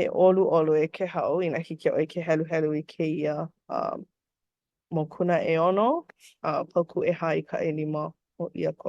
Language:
Hawaiian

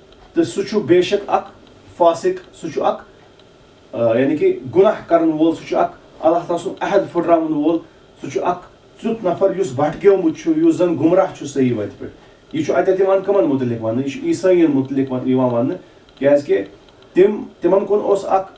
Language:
Kashmiri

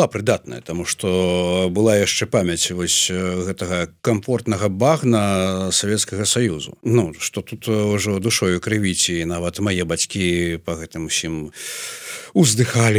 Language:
Belarusian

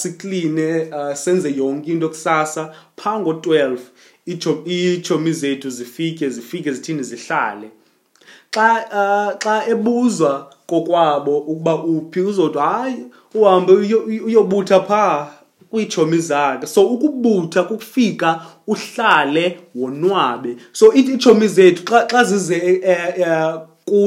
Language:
Xhosa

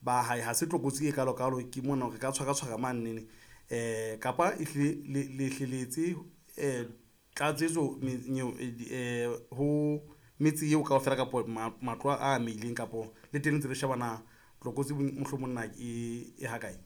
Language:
Southern Sotho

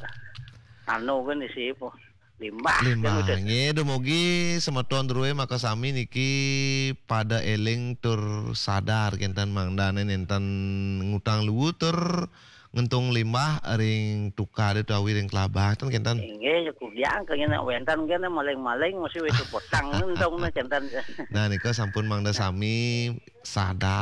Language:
Balinese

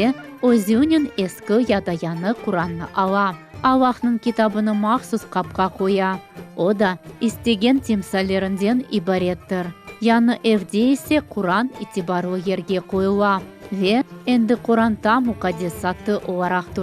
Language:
Crimean Tatar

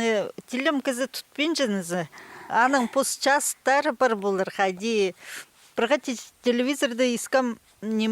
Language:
Khakas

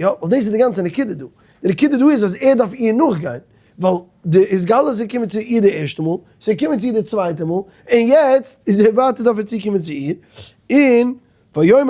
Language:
Yiddish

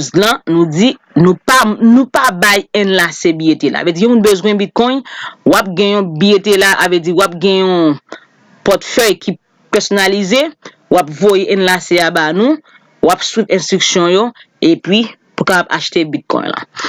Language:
Haitian Creole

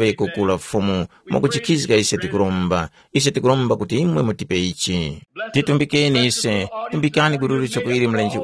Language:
Tumbuka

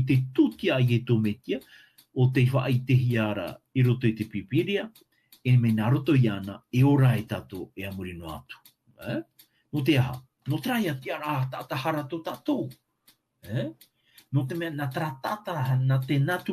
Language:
Tahitian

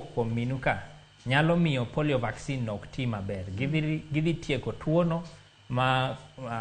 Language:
Luo (Kenya and Tanzania)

